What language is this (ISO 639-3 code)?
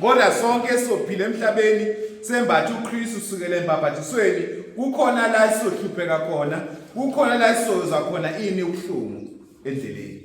zul